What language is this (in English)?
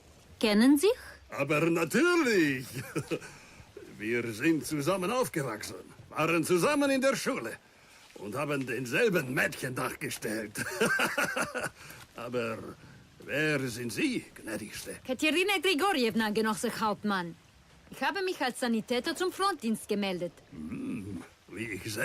Bavarian